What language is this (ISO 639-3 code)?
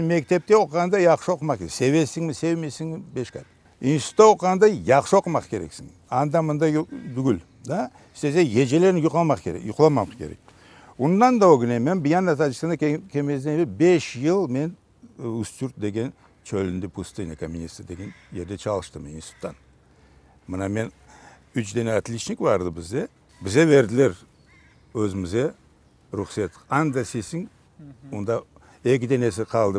crh